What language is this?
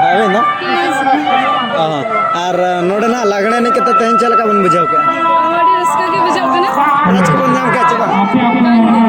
Santali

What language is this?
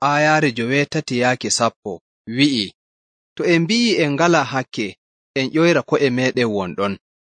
Nigerian Fulfulde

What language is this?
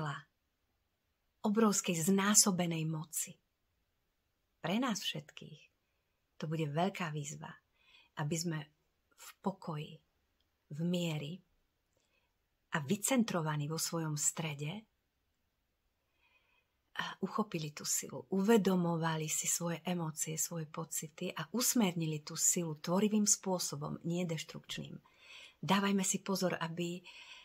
Slovak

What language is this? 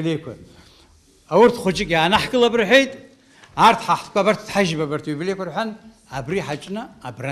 Abkhazian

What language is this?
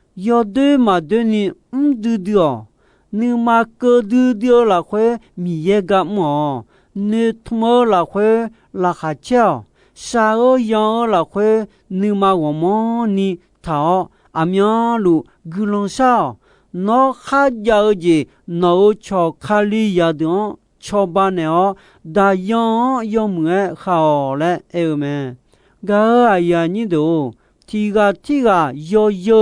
Akha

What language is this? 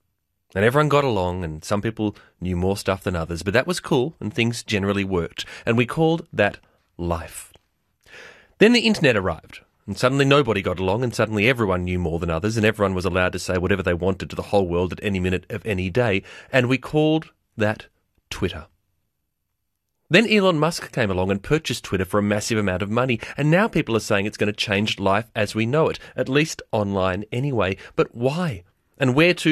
English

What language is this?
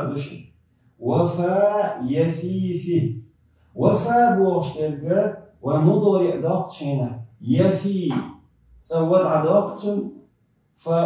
Chechen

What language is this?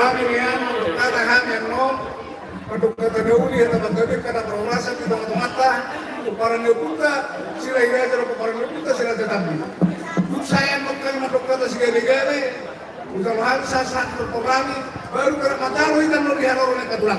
Batak Toba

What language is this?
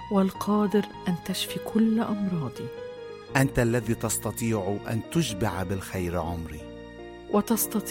Arabic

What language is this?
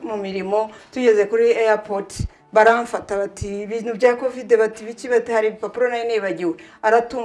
Kinyarwanda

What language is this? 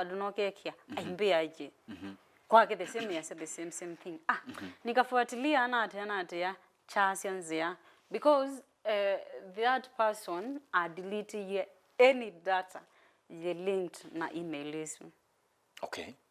Kamba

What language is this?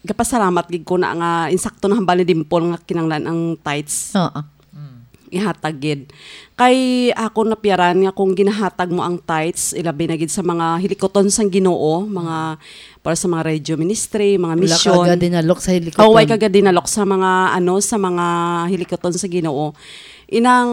Hiligaynon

